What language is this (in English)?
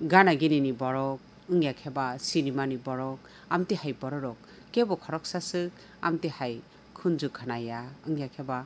Kok Borok